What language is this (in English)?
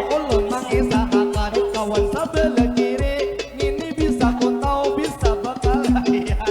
Banjar